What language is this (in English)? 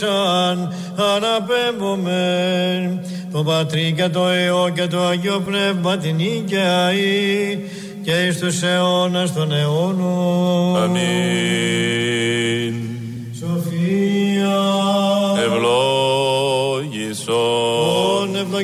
Greek